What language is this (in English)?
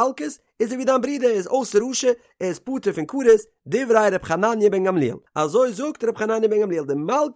Yiddish